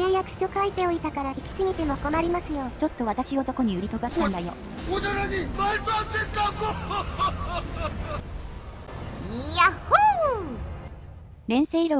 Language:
Japanese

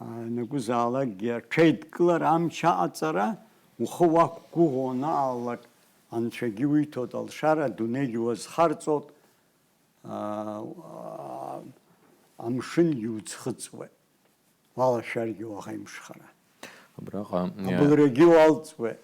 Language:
Abkhazian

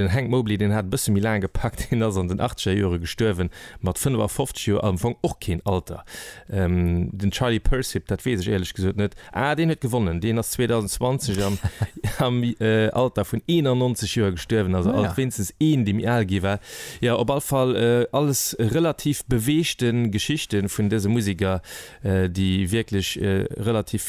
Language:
Luxembourgish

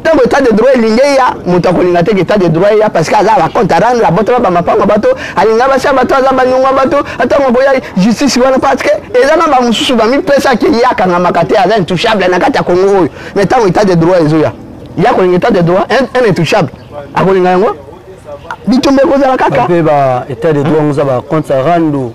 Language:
Lingala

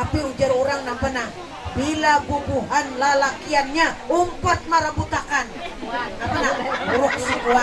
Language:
Banjar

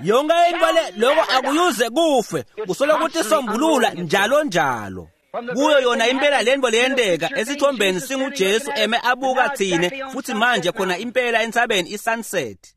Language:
Swati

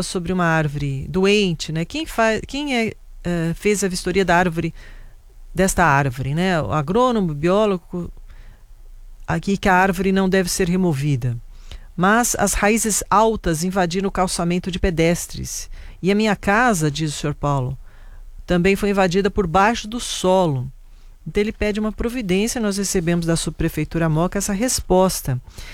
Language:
Portuguese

